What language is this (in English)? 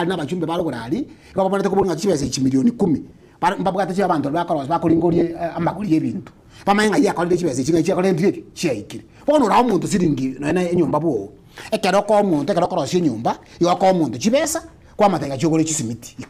Gusii